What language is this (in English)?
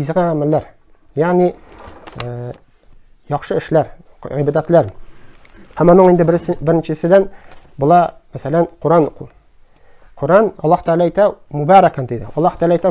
Tatar